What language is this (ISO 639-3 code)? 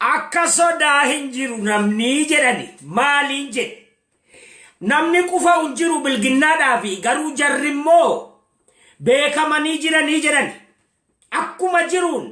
orm